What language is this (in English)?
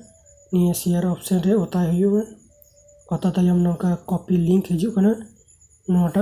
Santali